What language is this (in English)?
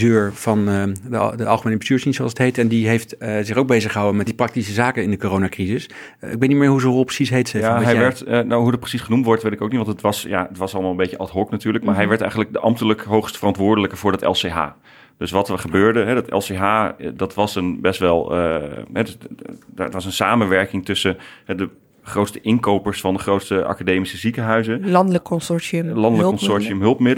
Dutch